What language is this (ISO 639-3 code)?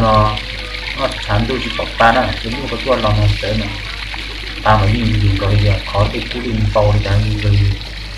hmn